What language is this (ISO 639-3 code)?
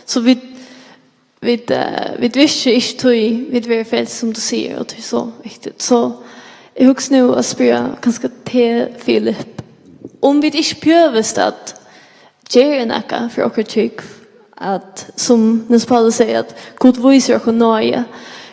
fao